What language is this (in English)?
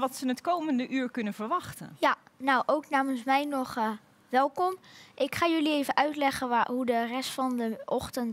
Dutch